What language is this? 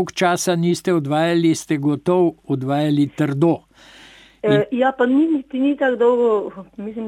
Slovenian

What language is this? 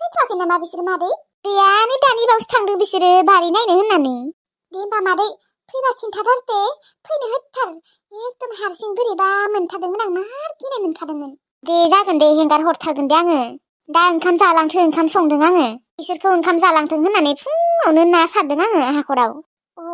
Bodo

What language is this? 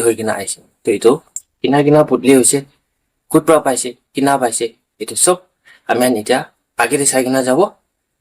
Naga Pidgin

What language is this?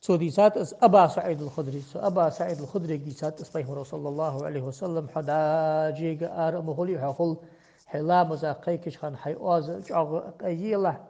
Ingush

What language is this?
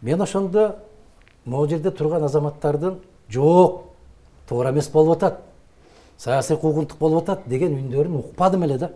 Kyrgyz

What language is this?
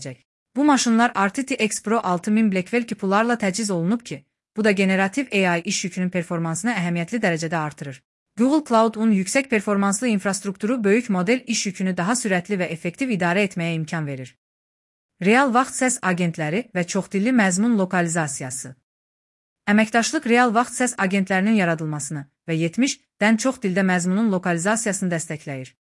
Azerbaijani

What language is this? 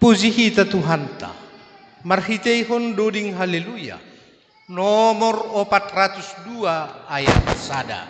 Batak Simalungun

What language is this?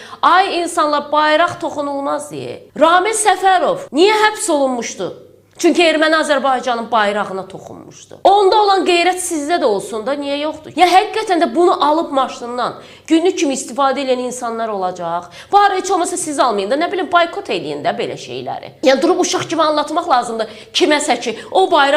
Azerbaijani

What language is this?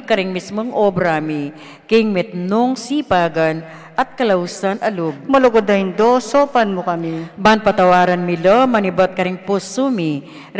Pampanga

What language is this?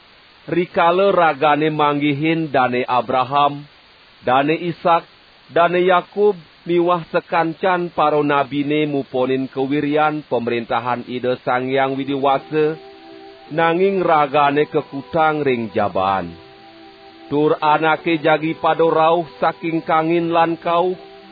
Balinese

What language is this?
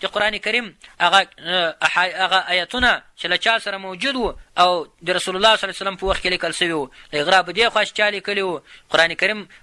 Pashto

